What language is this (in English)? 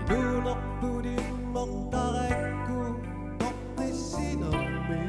Kalaallisut